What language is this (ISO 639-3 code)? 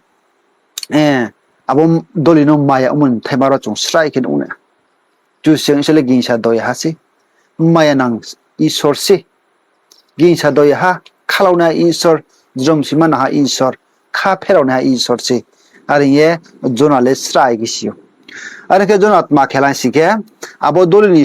ria